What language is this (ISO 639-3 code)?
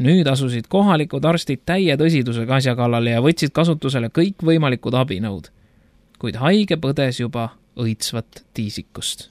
est